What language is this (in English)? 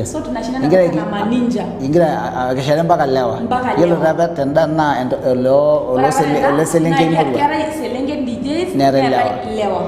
Masai